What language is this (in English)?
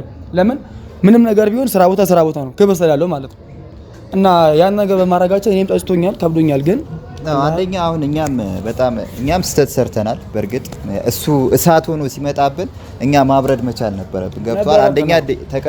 Amharic